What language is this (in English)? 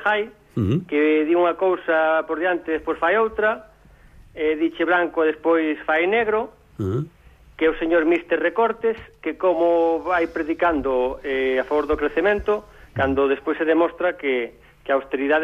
Galician